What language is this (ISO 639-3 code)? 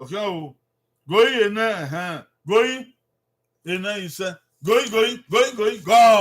bin